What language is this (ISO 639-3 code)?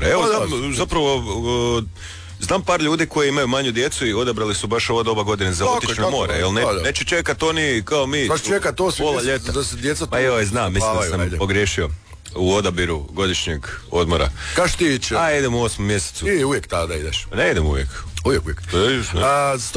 hrv